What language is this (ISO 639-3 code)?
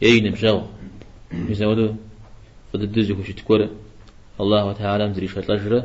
kbd